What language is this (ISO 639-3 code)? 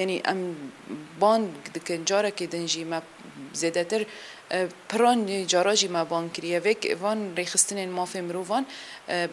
kur